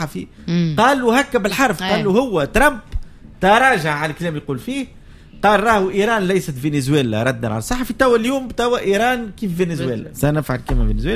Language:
Tunisian Arabic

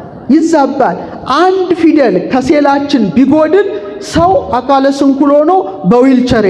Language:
Amharic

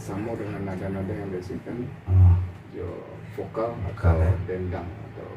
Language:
Minangkabau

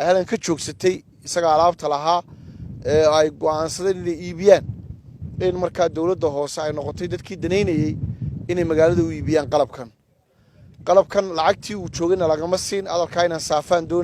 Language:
Somali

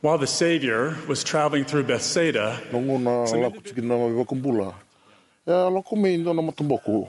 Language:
Fijian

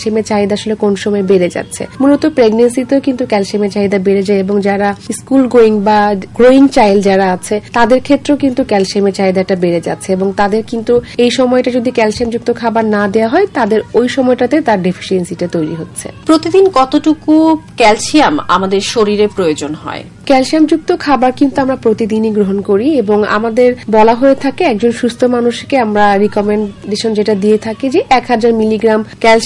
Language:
Bangla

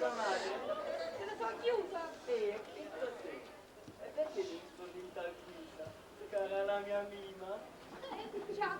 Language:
Neapolitan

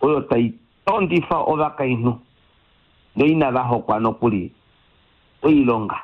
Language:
Kuanyama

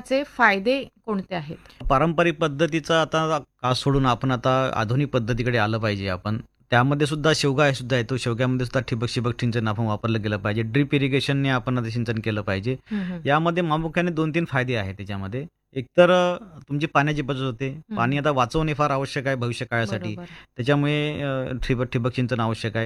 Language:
Marathi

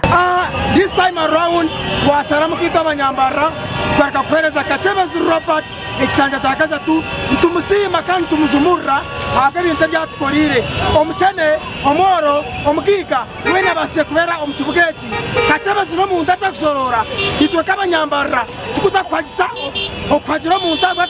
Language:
Nyankole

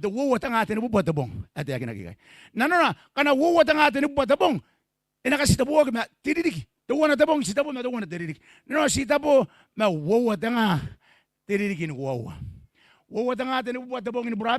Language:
Gilbertese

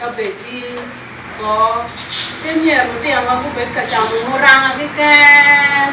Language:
Acoli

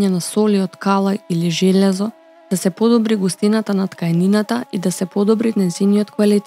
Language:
Macedonian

